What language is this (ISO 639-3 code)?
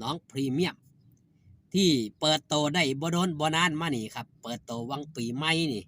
tts